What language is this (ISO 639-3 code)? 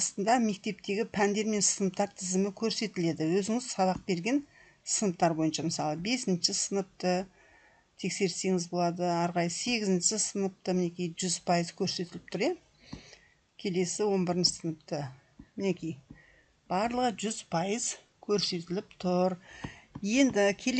kaz